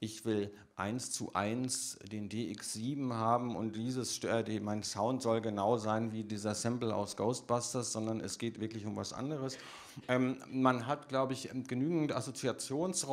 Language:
German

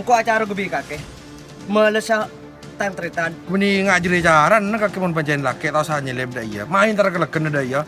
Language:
Madurese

